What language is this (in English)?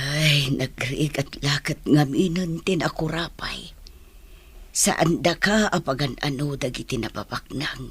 Iloko